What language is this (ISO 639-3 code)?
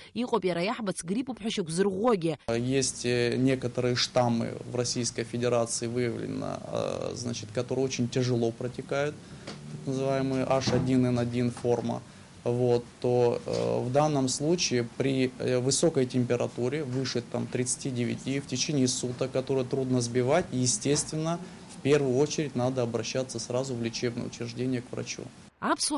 abk